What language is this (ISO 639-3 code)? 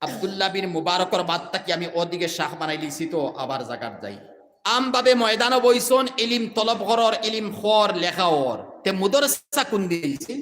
syl